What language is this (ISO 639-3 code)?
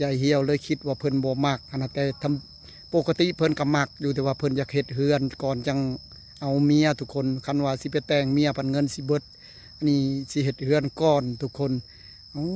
tts